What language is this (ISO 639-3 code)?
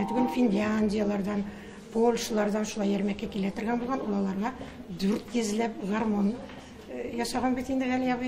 tat